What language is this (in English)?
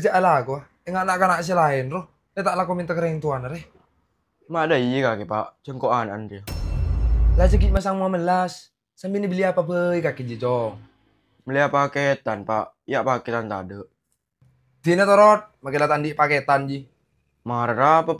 Madurese